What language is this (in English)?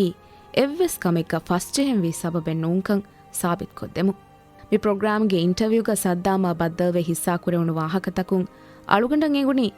Divehi